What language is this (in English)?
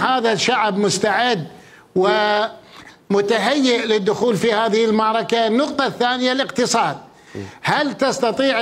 Mesopotamian Arabic